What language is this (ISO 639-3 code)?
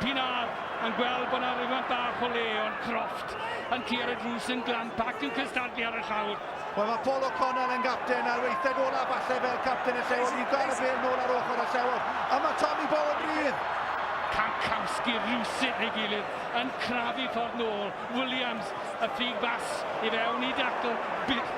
cym